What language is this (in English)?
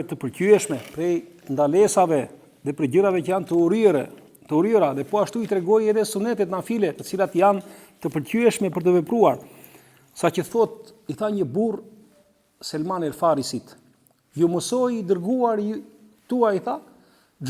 Albanian